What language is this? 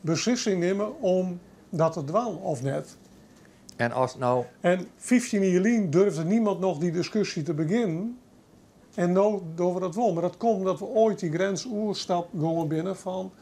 Western Frisian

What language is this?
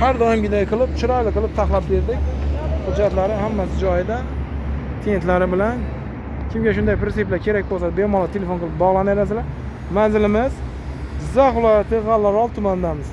Uzbek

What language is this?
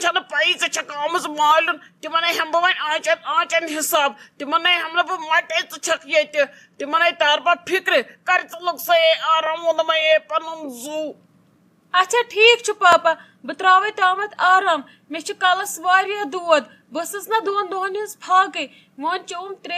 Kashmiri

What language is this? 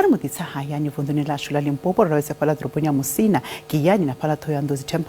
Venda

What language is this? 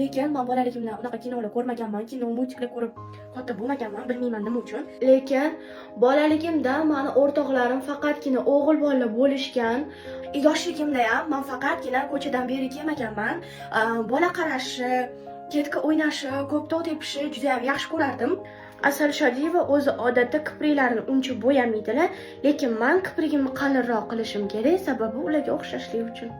Uzbek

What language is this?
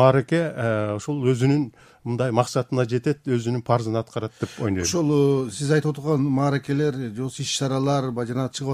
Kyrgyz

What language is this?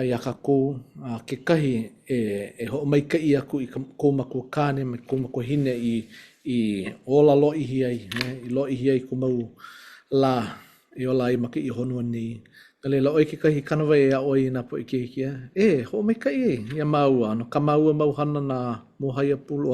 Hawaiian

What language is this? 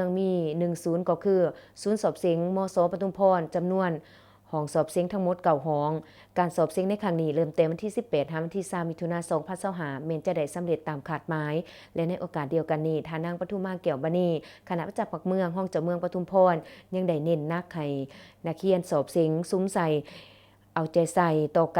Lao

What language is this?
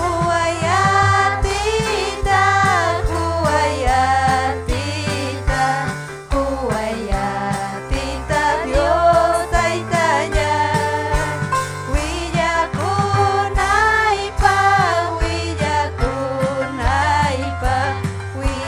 Ayacucho Quechua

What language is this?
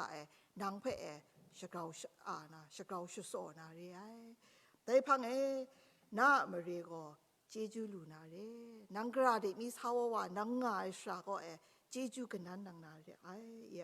Kachin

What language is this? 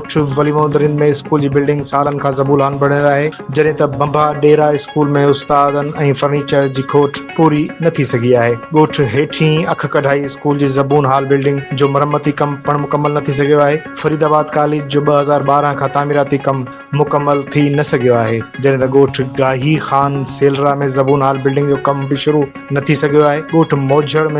Sindhi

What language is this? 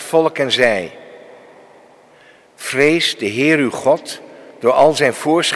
Dutch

